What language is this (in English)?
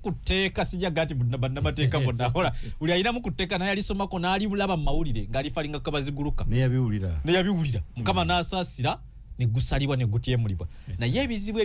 Ganda